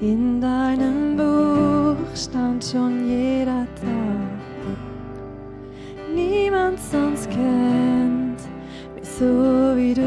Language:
Swiss German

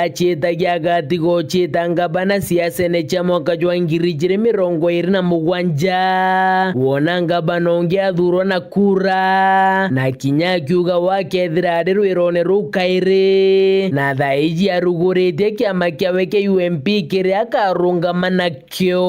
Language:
Meru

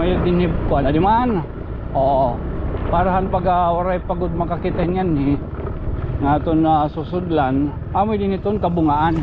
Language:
Waray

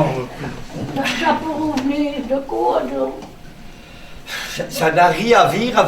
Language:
Picard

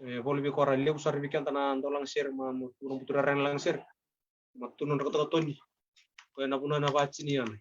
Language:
Fijian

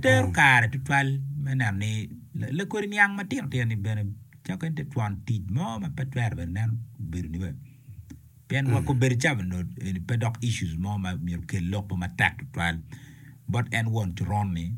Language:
Acoli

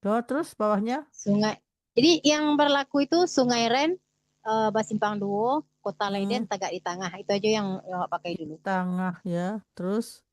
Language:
Minangkabau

